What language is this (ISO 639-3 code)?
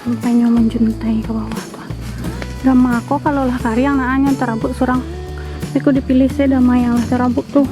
min